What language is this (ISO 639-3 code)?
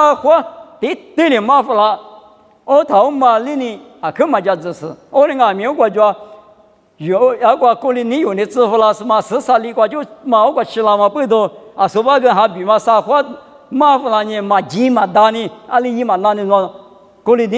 lis